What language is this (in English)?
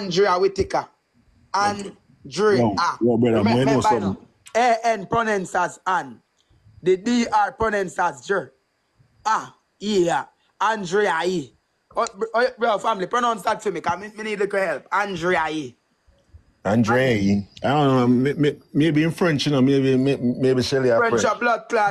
Jamaican Creole English